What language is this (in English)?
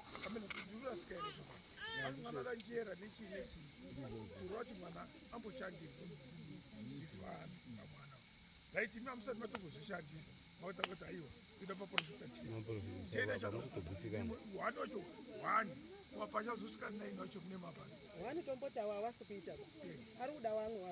Shona